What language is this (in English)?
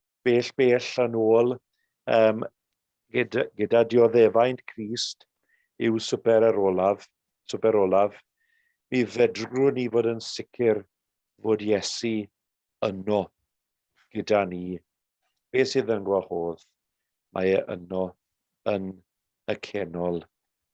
Welsh